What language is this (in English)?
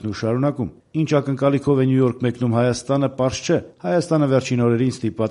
Armenian